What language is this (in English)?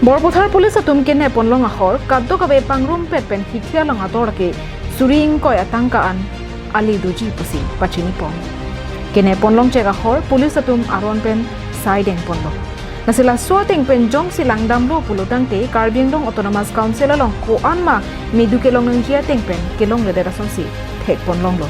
Karbi